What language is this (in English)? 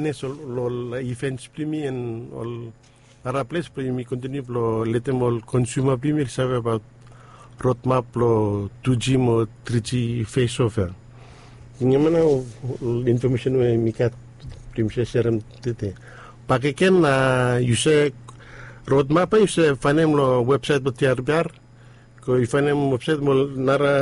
Bislama